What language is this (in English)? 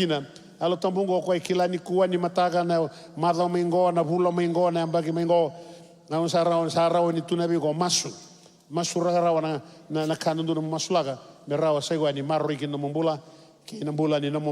Fijian